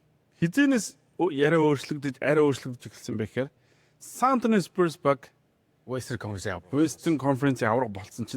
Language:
Mongolian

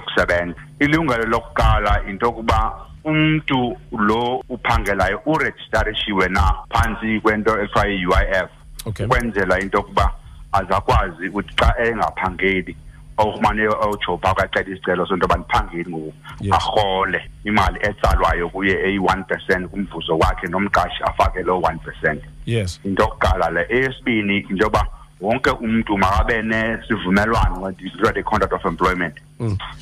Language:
Xhosa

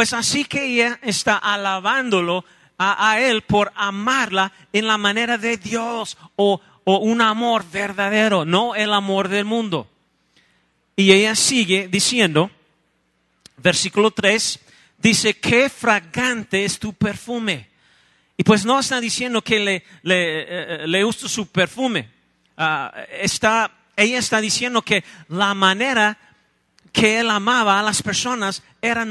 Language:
Spanish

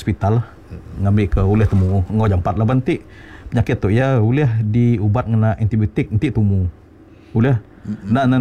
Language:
Iban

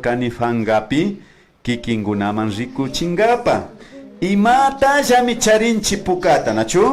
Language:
Imbabura Highland Quichua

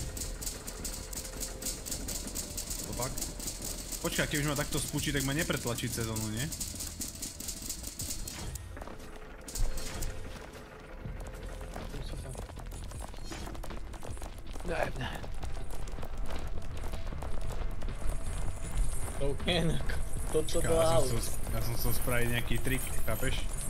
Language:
Slovak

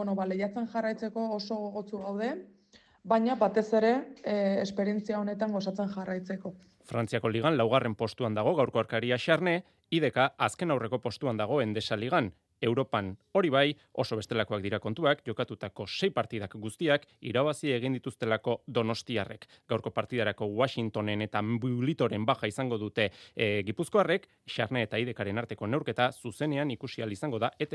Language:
Basque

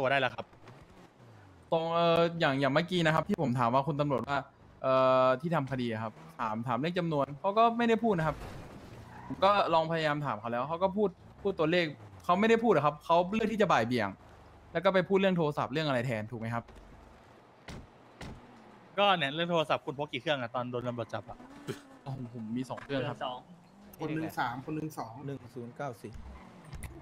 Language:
Thai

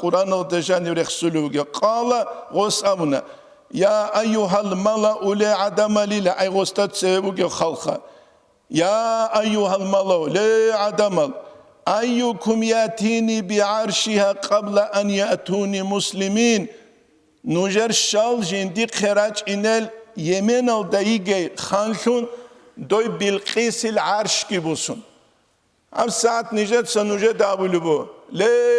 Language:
Avaric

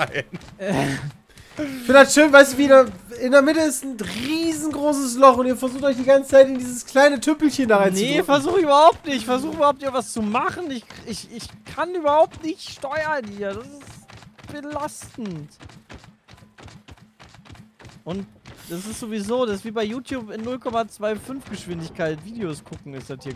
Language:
German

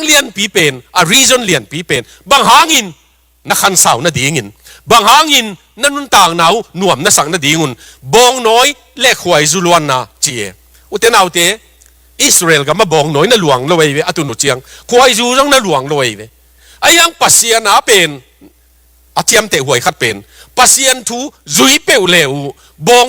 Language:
Tedim Chin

